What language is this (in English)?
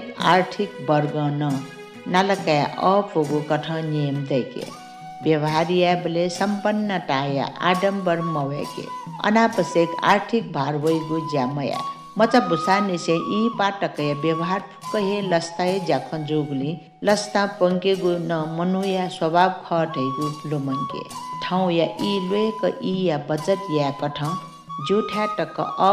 Newari